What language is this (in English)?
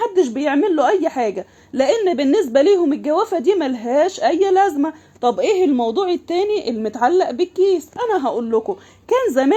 Egyptian Arabic